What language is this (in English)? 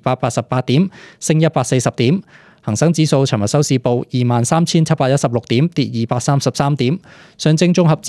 Cantonese